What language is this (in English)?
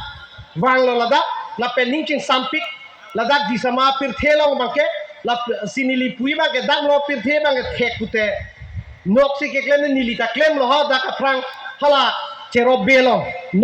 Karbi